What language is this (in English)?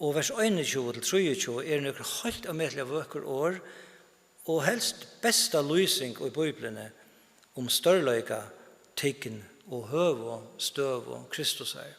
Faroese